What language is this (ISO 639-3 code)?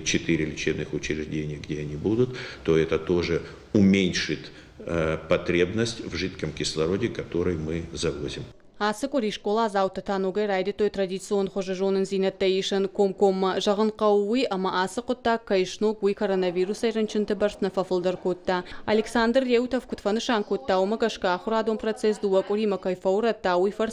oss